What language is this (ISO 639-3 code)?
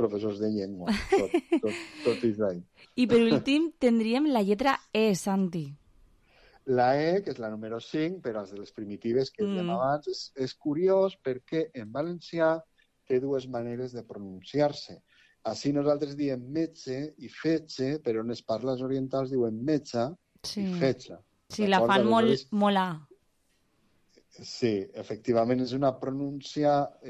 cat